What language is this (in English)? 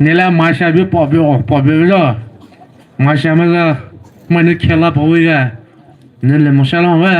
Poumei Naga